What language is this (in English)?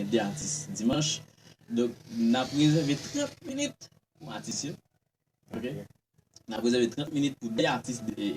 Haitian Creole